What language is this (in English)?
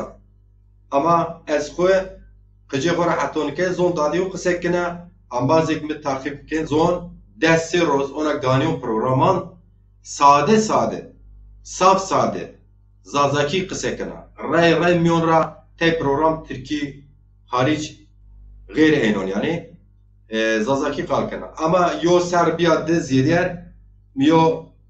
Zaza